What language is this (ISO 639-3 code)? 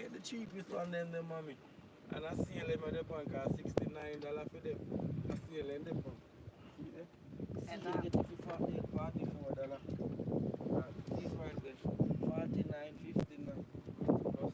jam